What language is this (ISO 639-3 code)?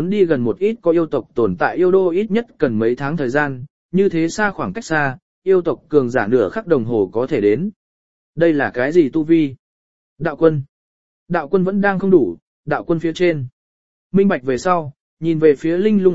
vie